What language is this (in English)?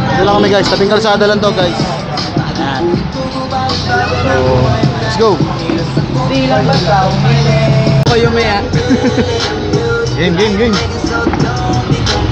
Filipino